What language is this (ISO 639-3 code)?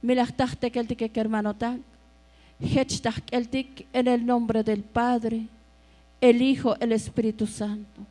tzo